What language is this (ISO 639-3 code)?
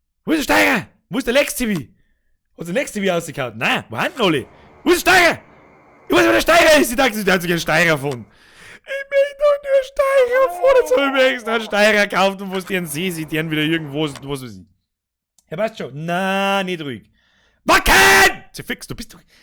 bar